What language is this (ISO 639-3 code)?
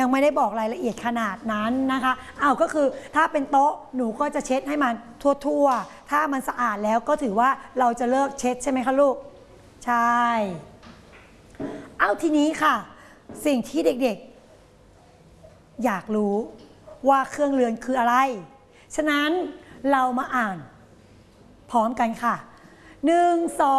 tha